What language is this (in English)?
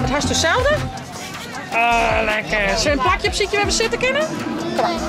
Western Frisian